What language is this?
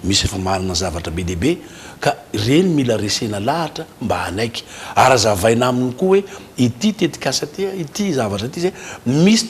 Malagasy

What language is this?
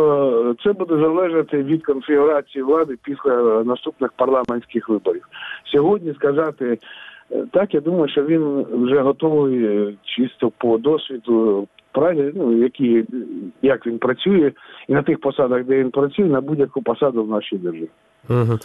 Ukrainian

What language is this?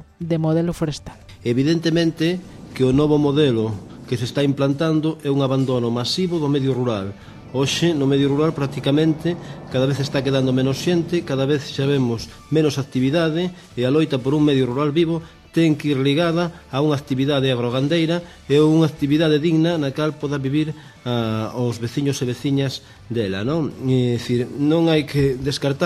Galician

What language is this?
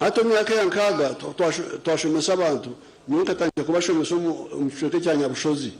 Nyankole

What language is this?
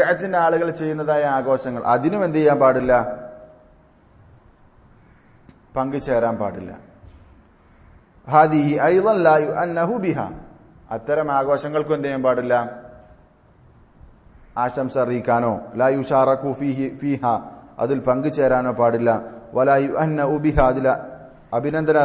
Malayalam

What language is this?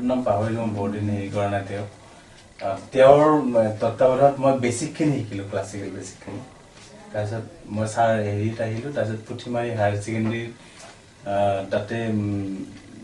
Assamese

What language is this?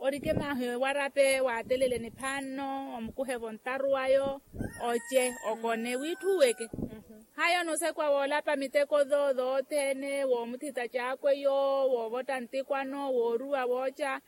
Makhuwa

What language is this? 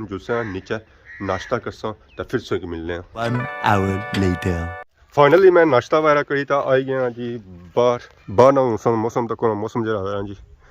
Pahari-Potwari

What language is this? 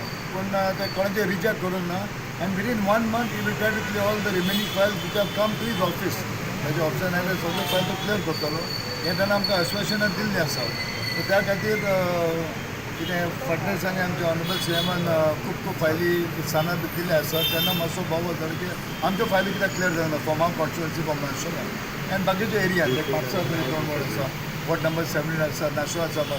Konkani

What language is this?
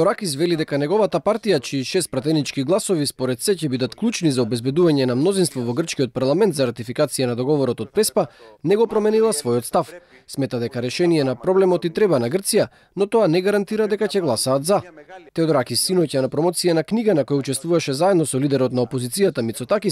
Macedonian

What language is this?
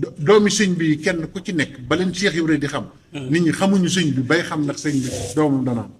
Wolof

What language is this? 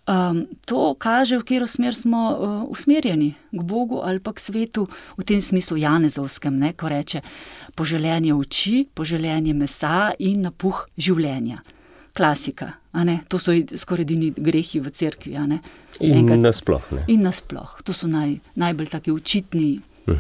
Slovenian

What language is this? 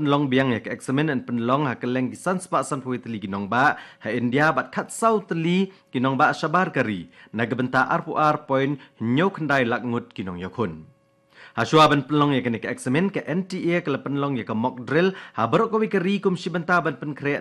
Khasi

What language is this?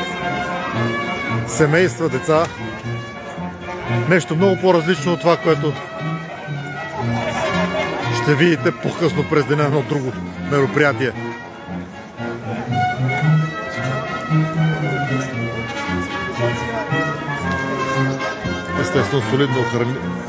Bulgarian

